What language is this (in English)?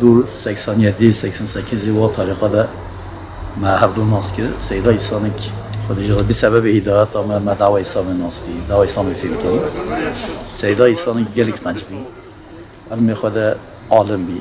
Kurdish